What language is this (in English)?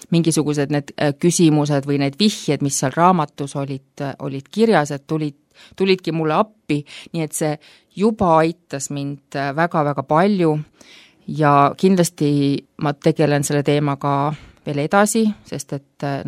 Estonian